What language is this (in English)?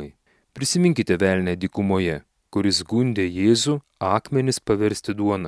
Lithuanian